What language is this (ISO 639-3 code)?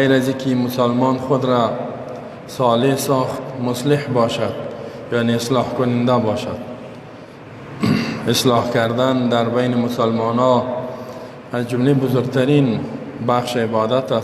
fas